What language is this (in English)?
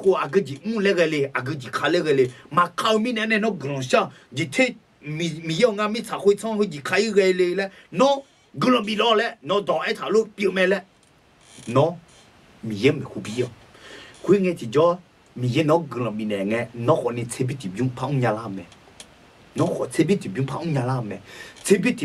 Akha